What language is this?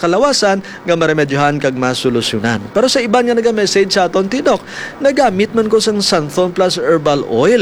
Hiligaynon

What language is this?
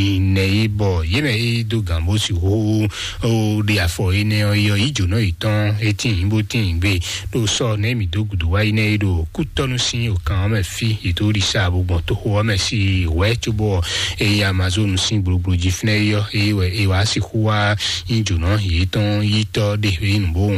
Fon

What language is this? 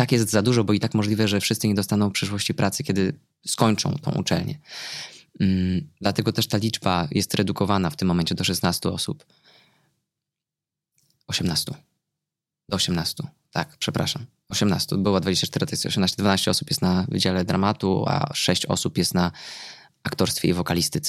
Polish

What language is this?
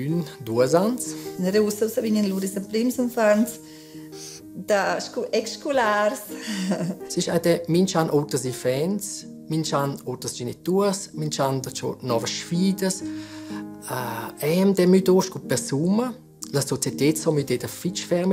Romansh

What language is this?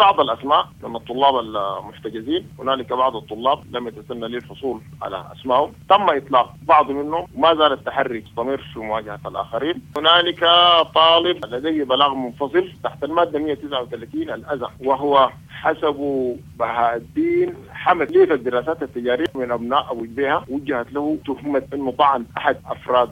Sudanese Arabic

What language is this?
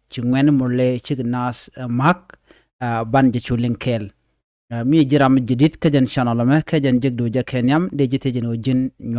Nuer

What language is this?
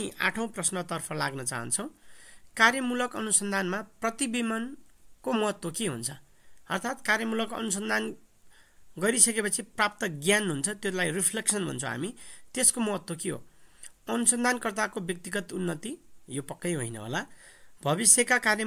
Nepali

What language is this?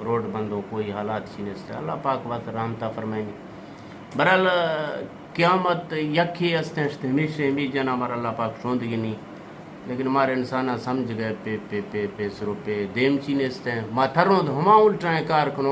Eastern Balochi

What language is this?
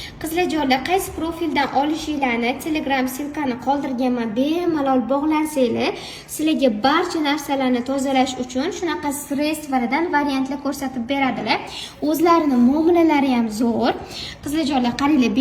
Uzbek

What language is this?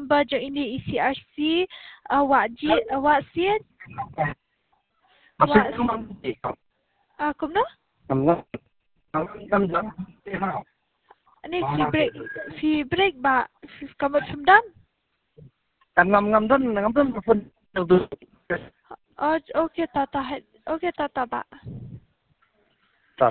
Khasi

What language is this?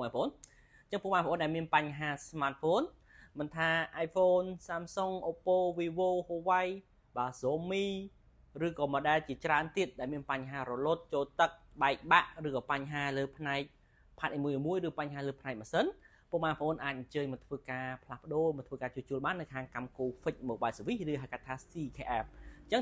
Khmer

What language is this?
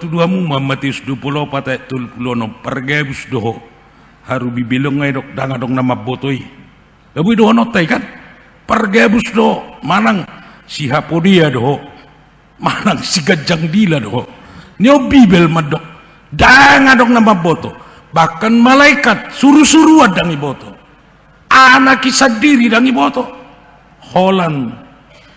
Batak Toba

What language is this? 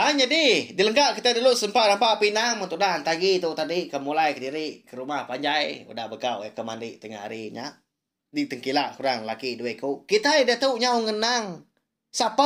Iban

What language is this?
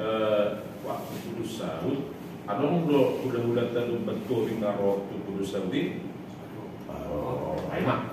Batak Toba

